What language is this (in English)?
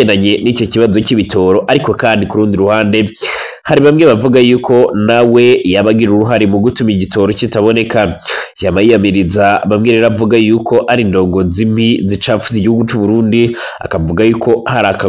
Rundi